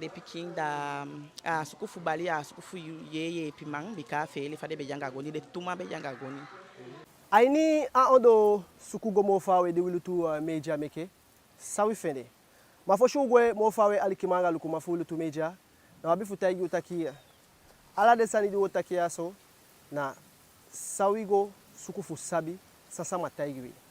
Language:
Eastern Maroon Creole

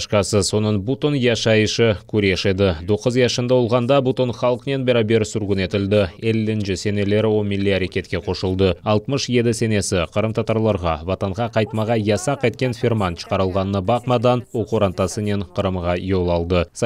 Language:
Crimean Tatar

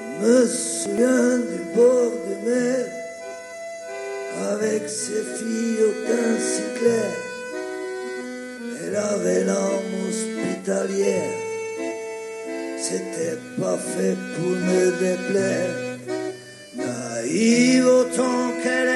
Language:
French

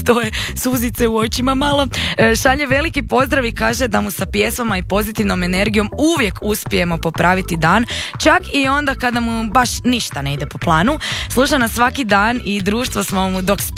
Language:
Croatian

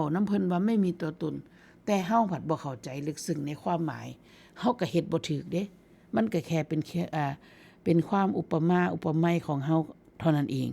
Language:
Northeastern Thai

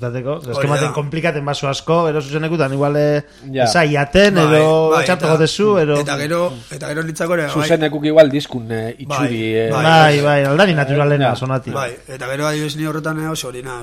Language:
Basque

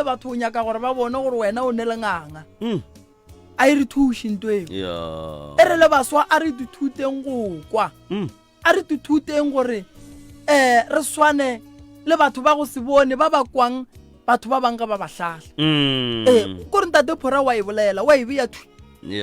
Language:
Northern Sotho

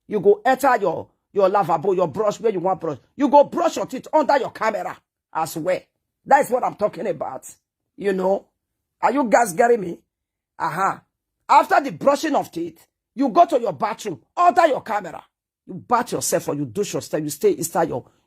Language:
Nigerian Pidgin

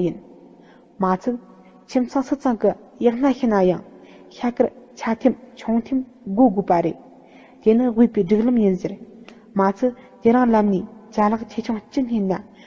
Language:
Tibetan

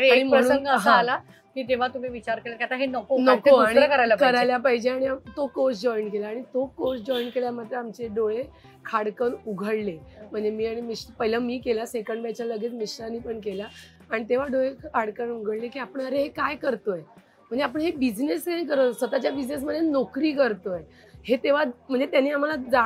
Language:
Marathi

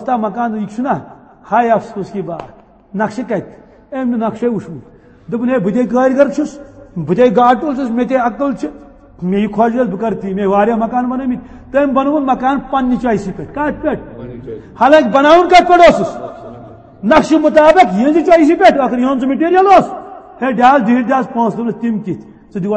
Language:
Kashmiri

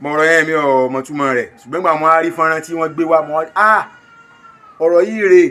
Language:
Yoruba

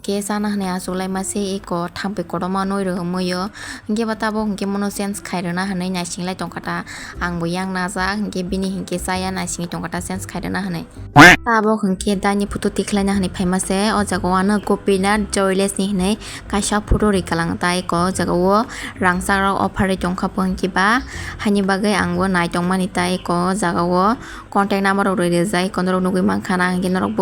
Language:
Kok Borok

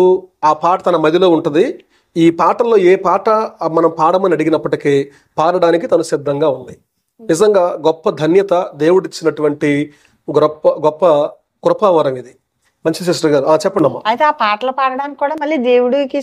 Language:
Telugu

